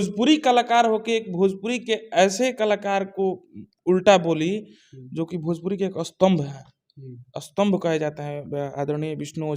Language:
Bhojpuri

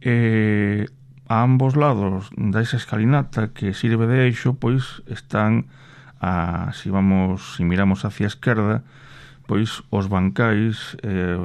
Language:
Galician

